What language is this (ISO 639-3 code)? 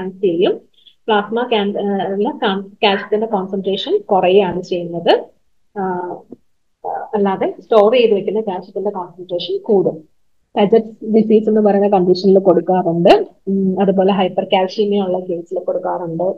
mal